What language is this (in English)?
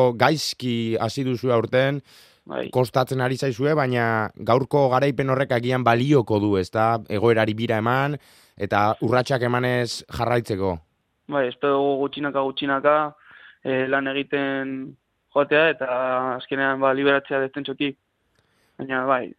Basque